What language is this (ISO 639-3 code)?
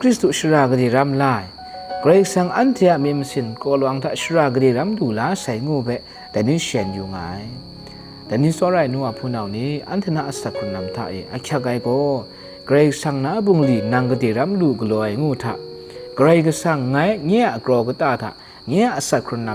kac